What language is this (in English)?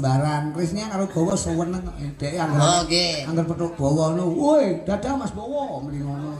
Javanese